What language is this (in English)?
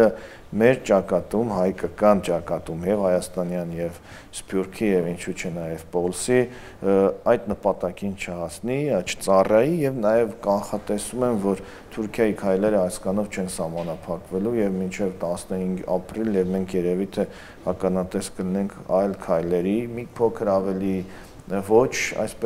Armenian